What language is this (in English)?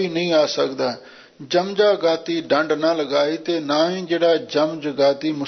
Punjabi